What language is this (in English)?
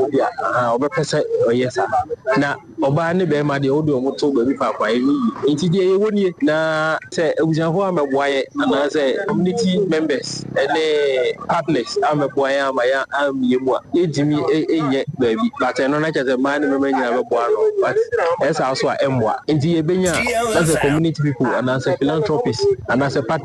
Akan